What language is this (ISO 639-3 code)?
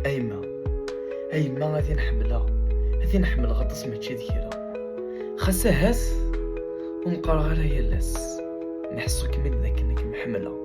kab